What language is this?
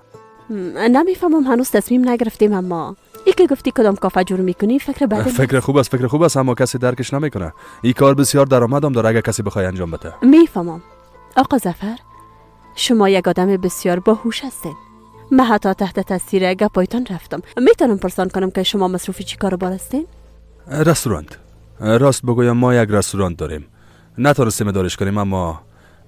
Persian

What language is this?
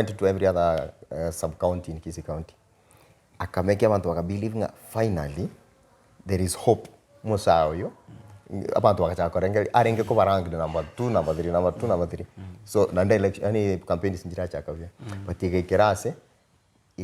Gusii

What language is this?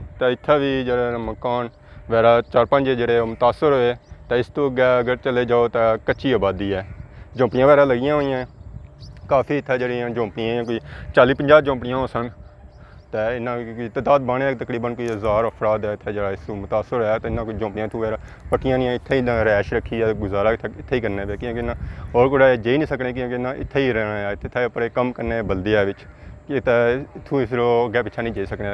Pahari-Potwari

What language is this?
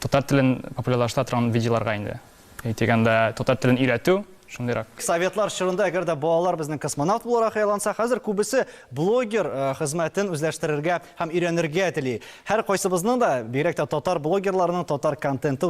Tatar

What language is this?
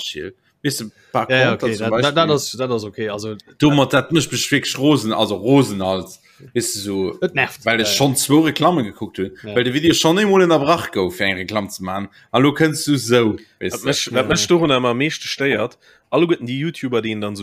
Luxembourgish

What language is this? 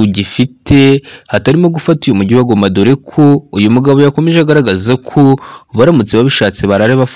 Kinyarwanda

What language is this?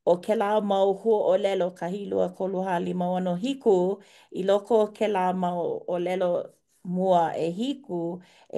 Hawaiian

